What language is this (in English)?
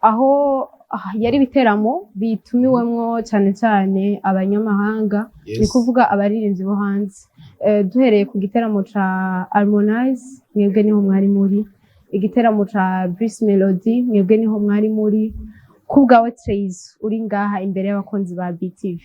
Rundi